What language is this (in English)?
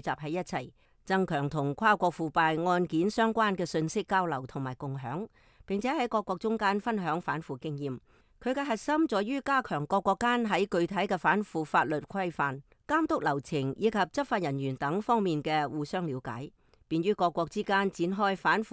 Cantonese